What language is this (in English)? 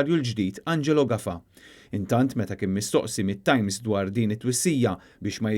Maltese